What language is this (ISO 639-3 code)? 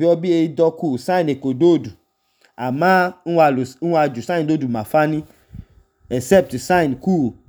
idu